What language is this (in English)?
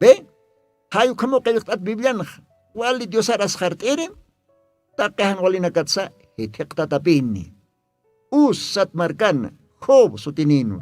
Aymara